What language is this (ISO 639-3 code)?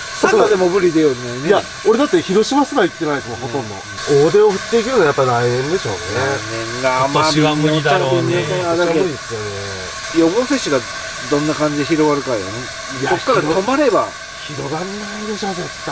jpn